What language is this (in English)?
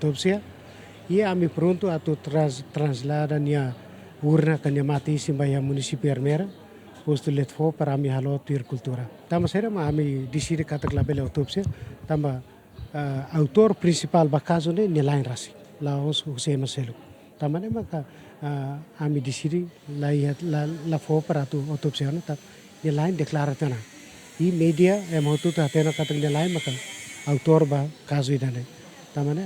Tetum